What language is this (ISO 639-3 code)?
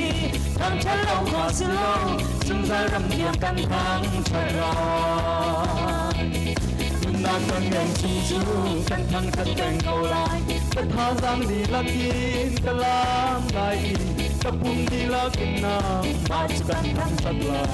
cnh